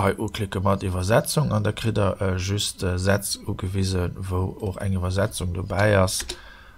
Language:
Luxembourgish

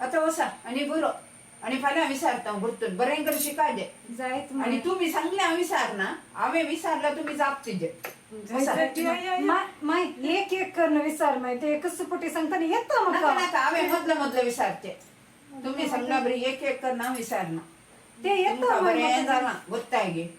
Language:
Konkani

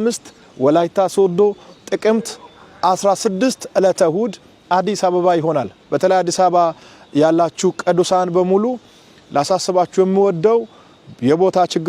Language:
Amharic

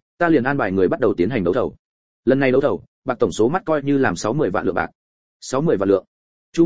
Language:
Vietnamese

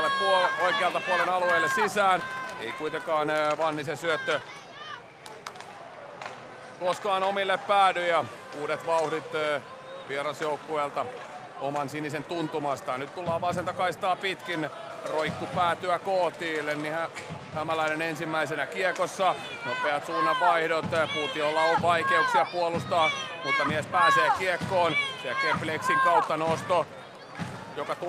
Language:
Finnish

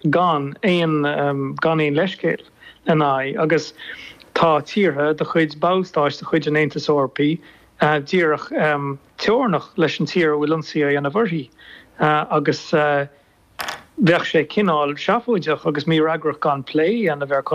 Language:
Irish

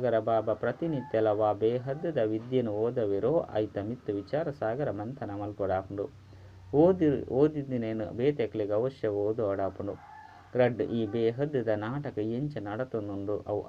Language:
Tulu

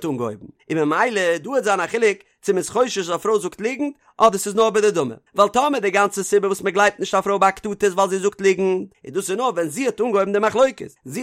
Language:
Yiddish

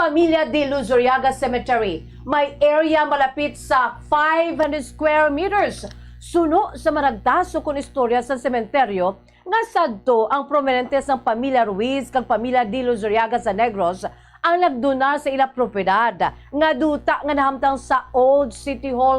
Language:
Hiligaynon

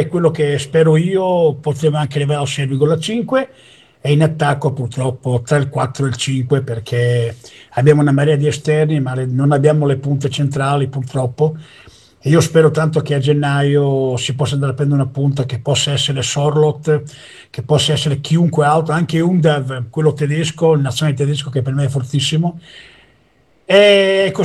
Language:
Italian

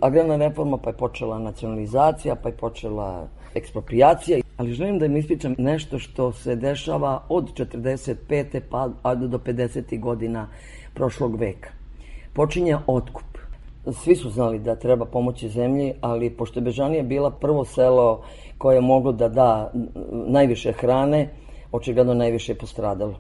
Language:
Serbian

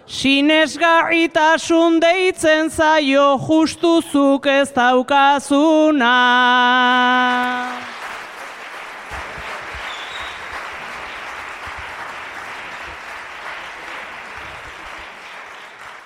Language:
Basque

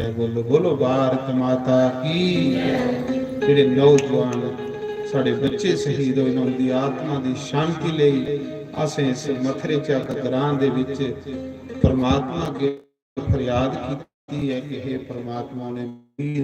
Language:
Dogri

